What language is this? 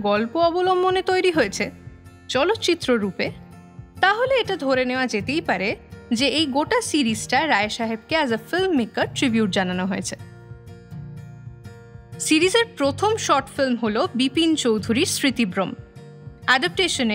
Bangla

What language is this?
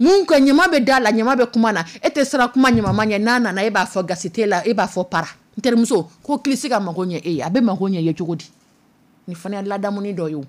Dyula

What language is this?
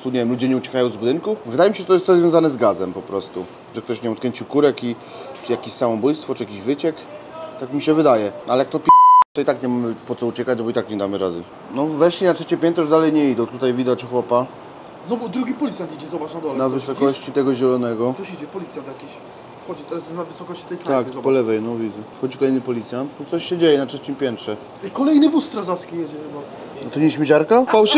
Polish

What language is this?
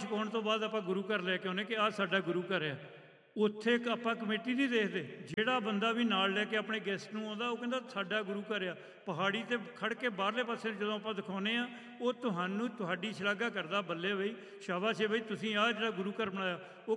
Punjabi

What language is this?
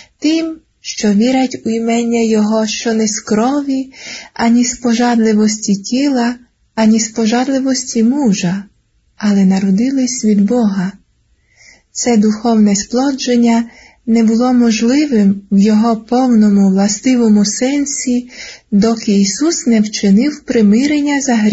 Ukrainian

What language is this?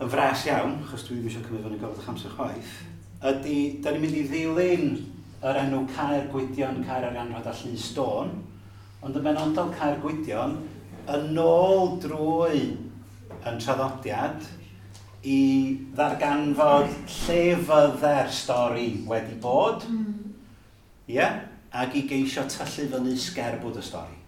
Welsh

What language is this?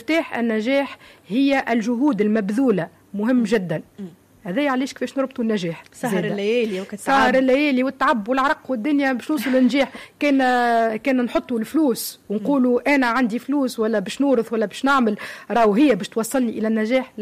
Tunisian Arabic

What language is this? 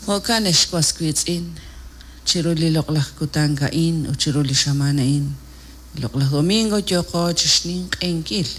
Kekchí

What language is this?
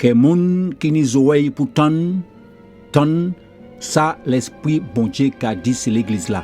Guadeloupean Creole French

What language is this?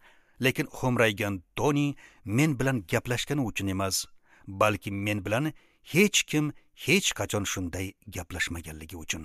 Uzbek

